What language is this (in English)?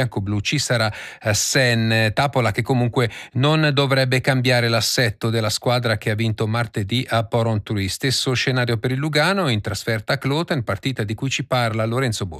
Italian